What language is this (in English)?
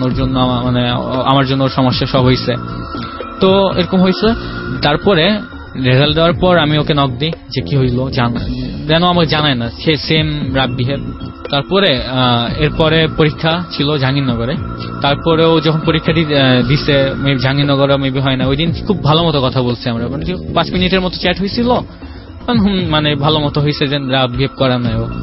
Bangla